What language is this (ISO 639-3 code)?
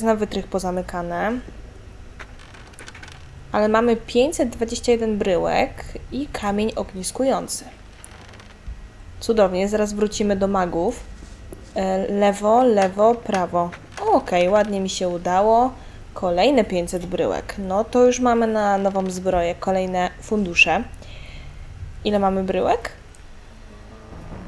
pol